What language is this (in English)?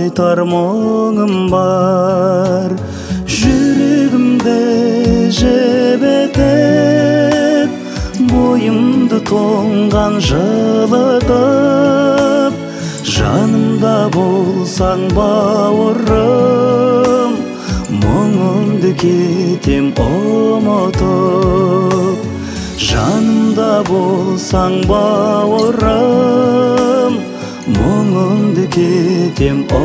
Kazakh